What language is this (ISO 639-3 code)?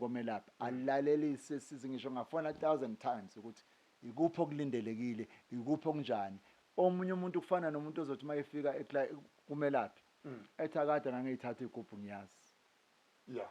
zul